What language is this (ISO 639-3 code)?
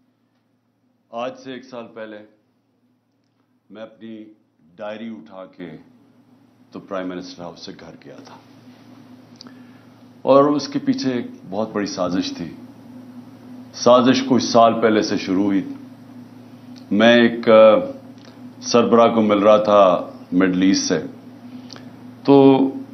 urd